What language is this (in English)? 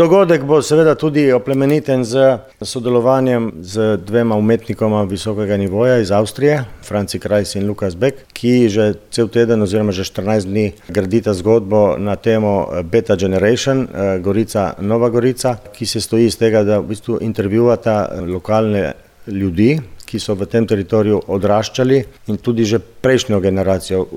Slovenian